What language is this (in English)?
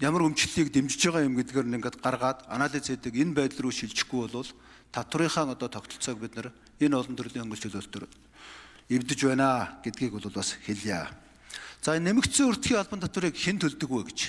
Mongolian